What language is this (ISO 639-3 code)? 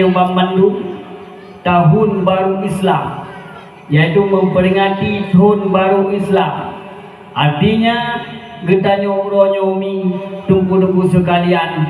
ace